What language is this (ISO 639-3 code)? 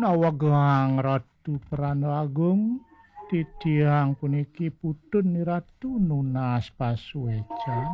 ban